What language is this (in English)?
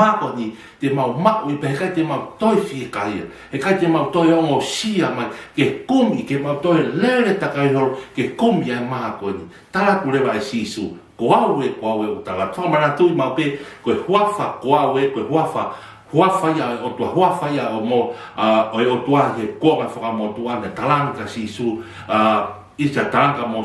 Tongan